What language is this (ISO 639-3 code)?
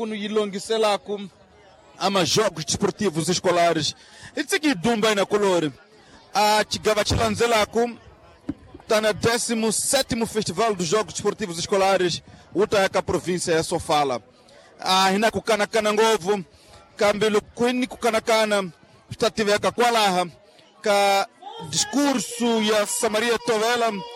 tso